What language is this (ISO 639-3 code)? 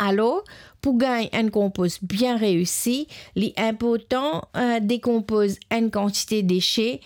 mfe